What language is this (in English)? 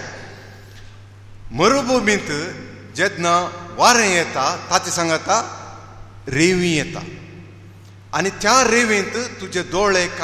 Konkani